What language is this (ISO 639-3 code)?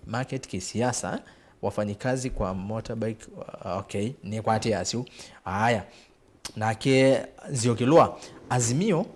kam